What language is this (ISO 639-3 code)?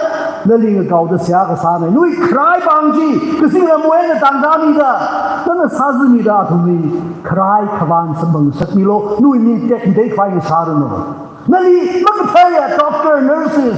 nmf